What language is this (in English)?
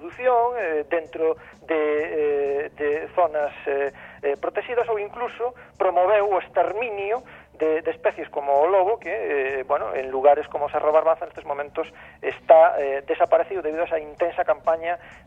Galician